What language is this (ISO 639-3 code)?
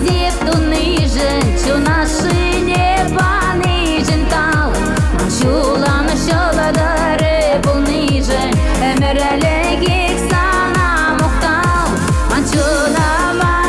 chv